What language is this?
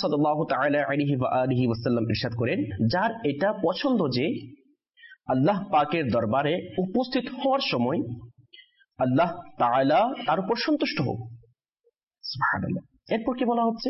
Bangla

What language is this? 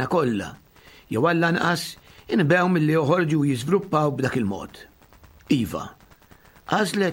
Maltese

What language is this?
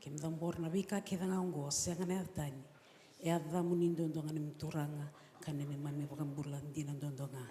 Fijian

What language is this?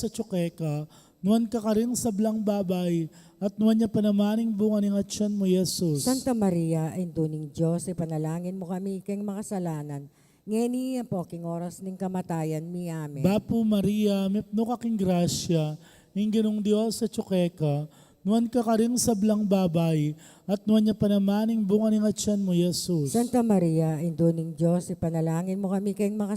Pampanga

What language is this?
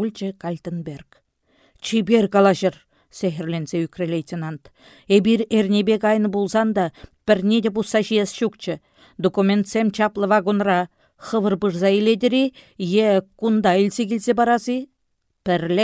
Chuvash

